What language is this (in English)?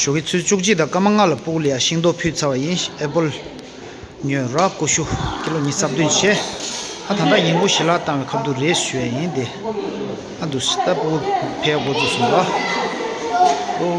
Tibetan